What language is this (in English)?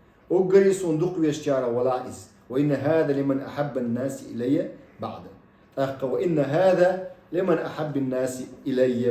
Chechen